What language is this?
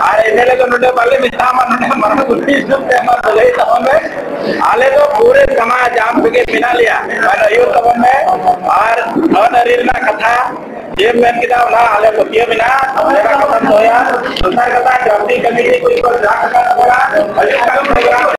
Santali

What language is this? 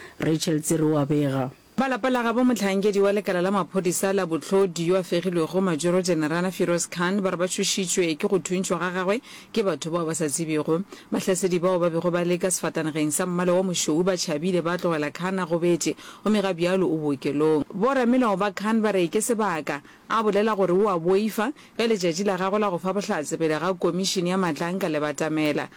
Northern Sotho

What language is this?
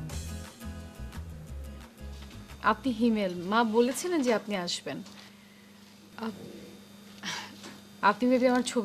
Bangla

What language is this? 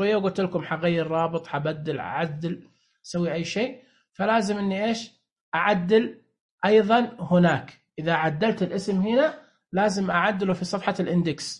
Najdi Arabic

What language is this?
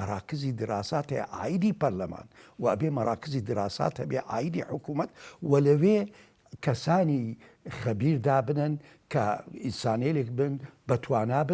Central Kurdish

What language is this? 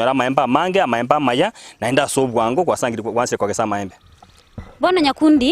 Gusii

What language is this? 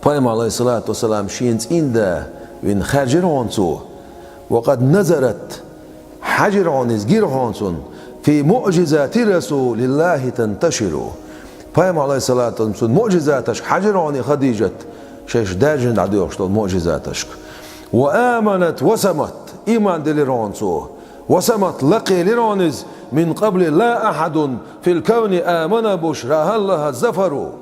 Chechen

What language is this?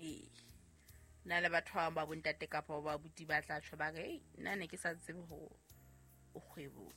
Southern Sotho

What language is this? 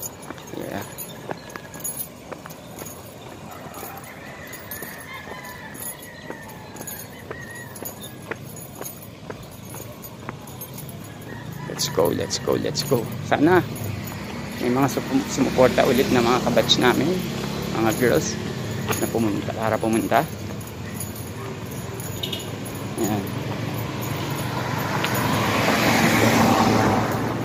Filipino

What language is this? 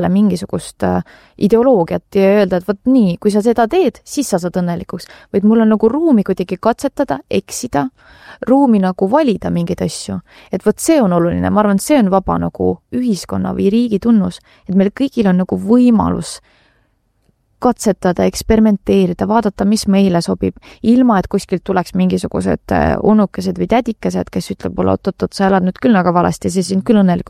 Estonian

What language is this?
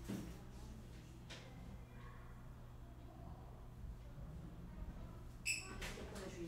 Korean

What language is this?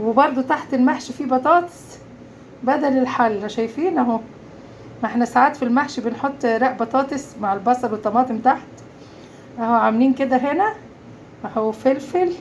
Egyptian Arabic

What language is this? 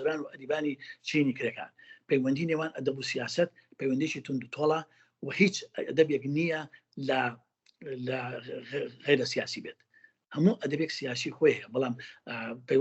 Central Kurdish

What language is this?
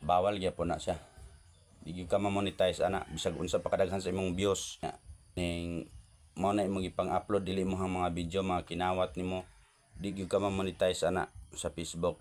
Cebuano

